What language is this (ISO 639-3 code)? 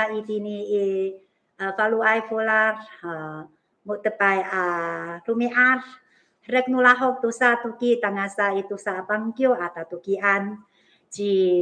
ami